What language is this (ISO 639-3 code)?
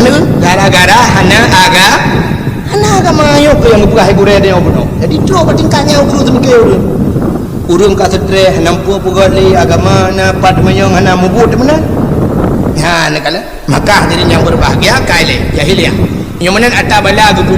ace